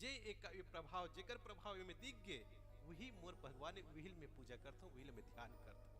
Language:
Chhattisgarhi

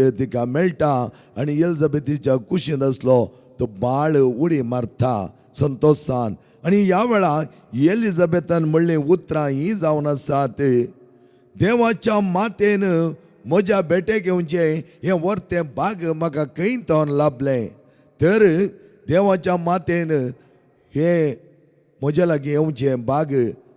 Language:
Konkani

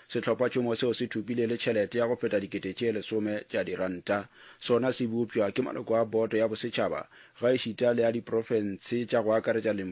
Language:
Northern Sotho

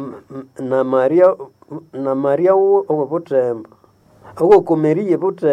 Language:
Nande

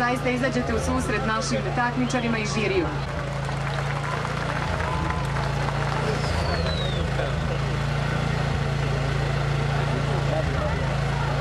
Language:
Serbian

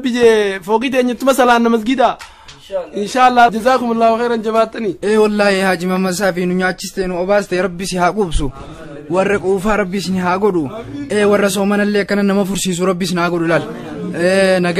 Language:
Oromo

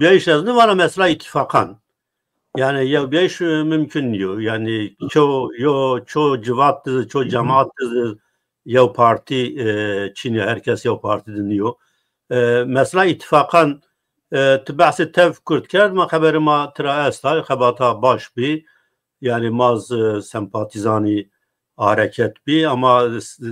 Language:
Zaza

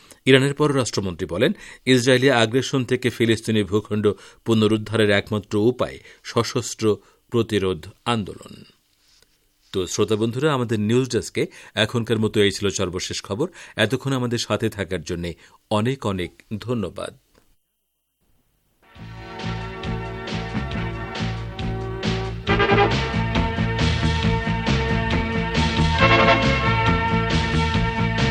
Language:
Bangla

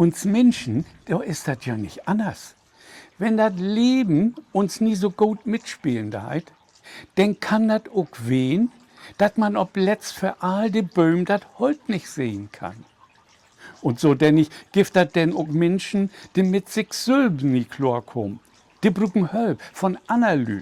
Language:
Low German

